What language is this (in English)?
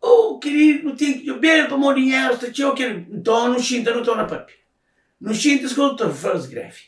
Kabuverdianu